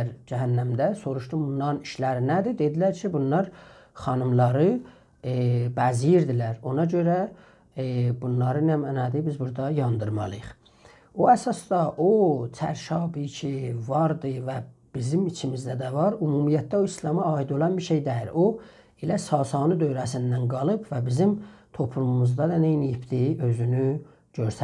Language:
South Azerbaijani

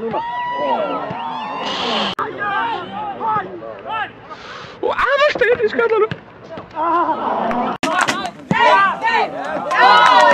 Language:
Icelandic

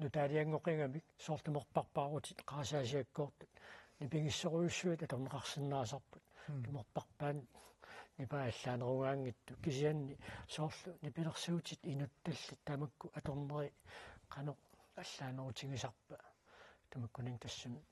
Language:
Kalaallisut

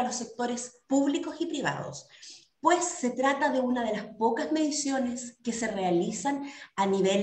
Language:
Spanish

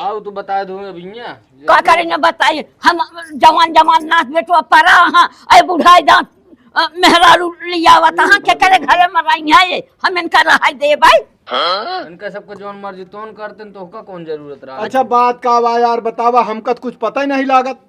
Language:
Awadhi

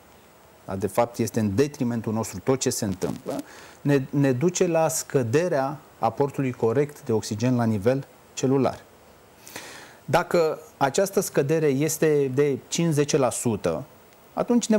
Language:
Romanian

